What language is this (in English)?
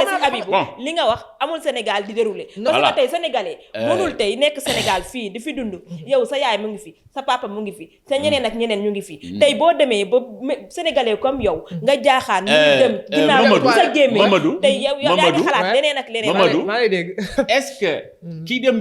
Wolof